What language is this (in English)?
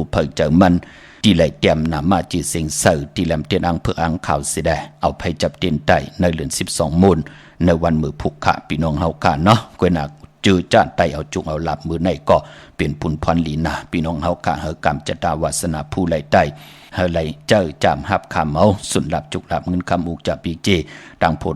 Shan